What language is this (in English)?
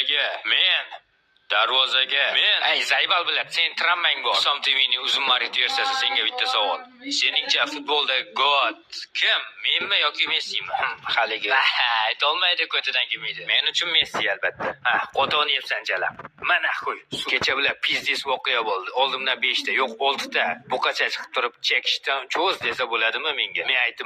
Uzbek